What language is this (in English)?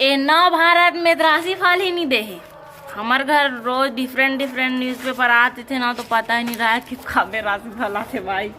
Chhattisgarhi